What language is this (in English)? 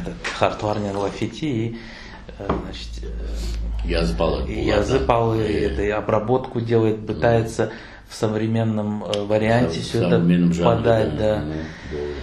Crimean Tatar